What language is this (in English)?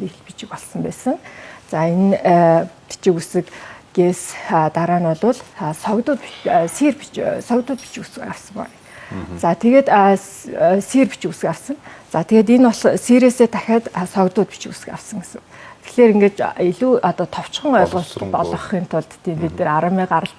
Mongolian